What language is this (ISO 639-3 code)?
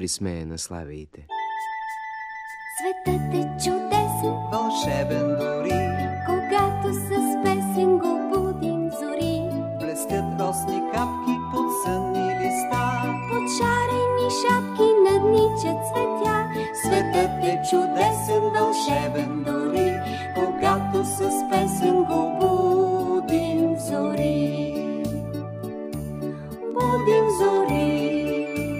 bul